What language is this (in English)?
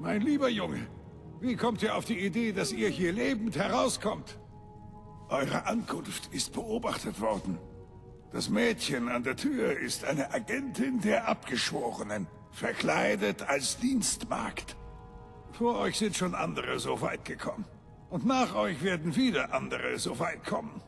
Bavarian